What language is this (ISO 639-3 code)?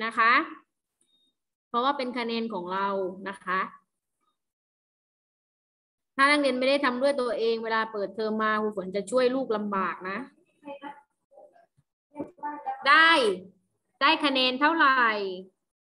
tha